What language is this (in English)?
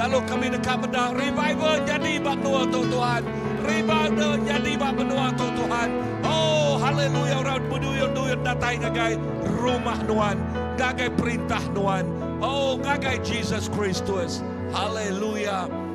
Iban